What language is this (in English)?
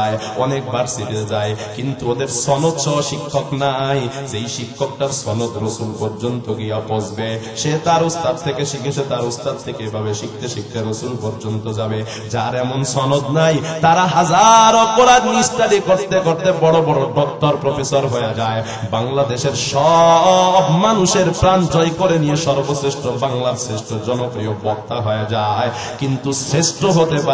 Bangla